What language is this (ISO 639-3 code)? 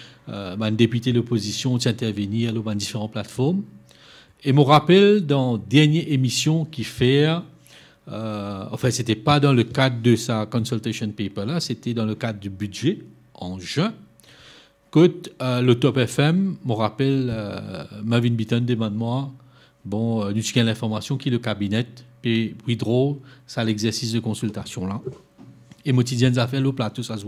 mfe